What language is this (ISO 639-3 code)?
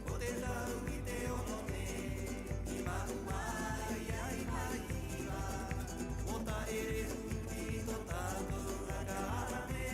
rap